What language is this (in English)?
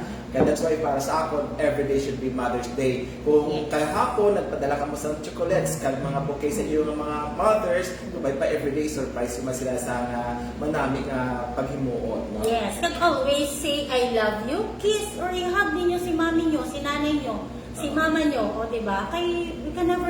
Hiligaynon